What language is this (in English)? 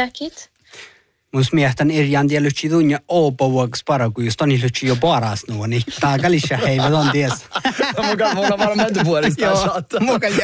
Northern Sami